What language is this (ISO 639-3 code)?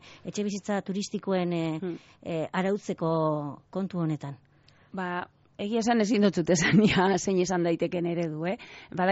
eus